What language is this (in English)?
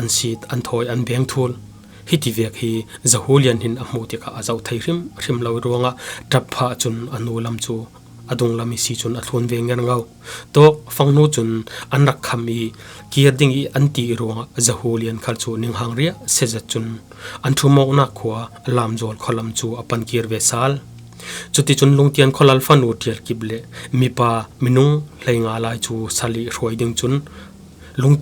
Falam Chin